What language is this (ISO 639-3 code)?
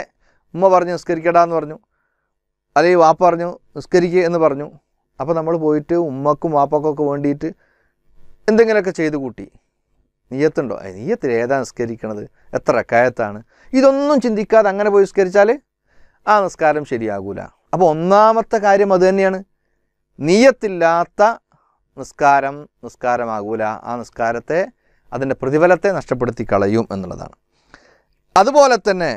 mal